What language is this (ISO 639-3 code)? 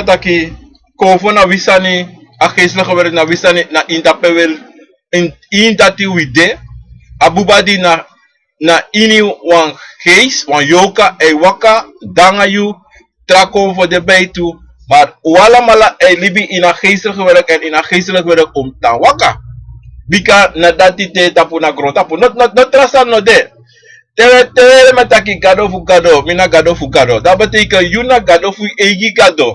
srn